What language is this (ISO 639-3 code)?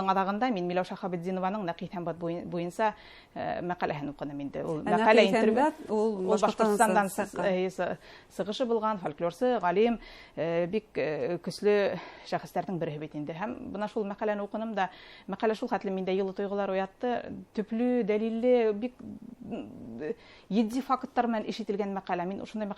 bak